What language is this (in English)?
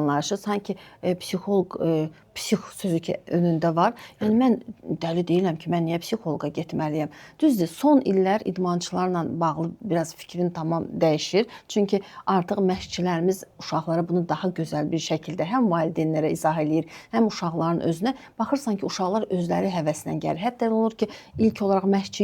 Azerbaijani